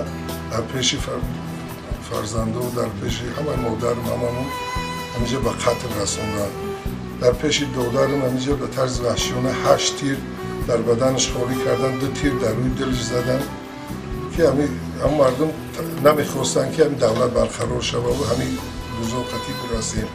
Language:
Tajik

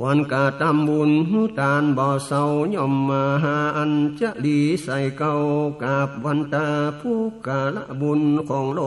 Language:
Northern Thai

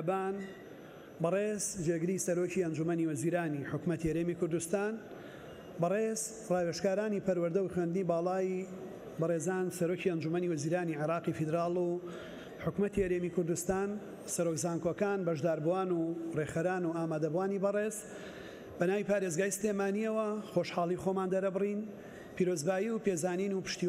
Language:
Central Kurdish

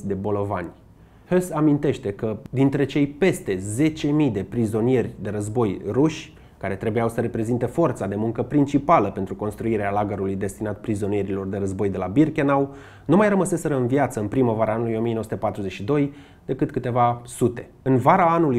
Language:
Romanian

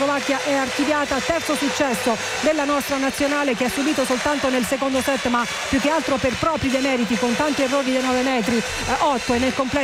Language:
Italian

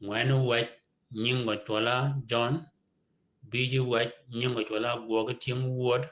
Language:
Shilluk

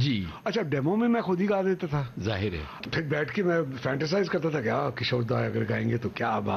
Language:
Hindi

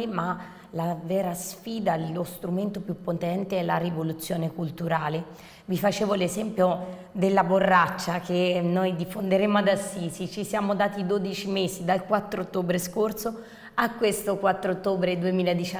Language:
Italian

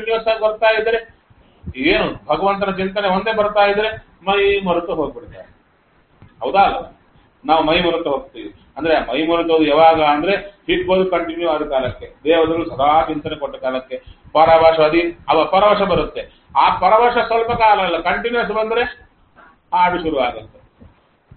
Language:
Kannada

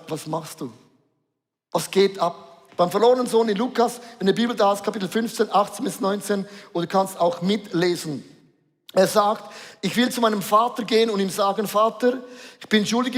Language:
Swiss German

